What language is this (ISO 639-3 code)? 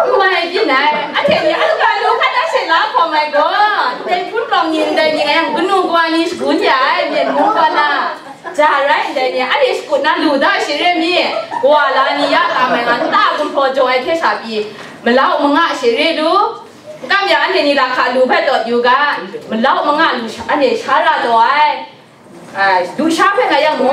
kac